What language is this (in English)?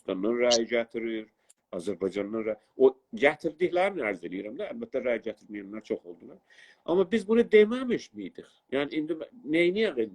South Azerbaijani